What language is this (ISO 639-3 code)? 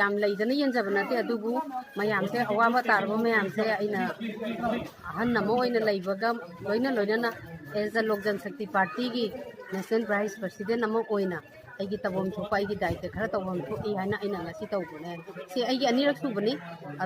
mni